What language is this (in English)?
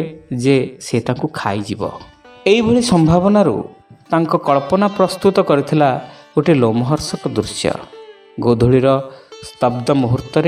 Odia